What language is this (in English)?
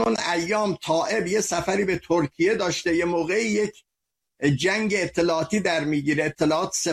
Persian